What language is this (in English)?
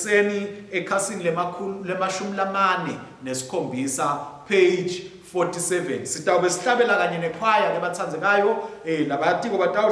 Swati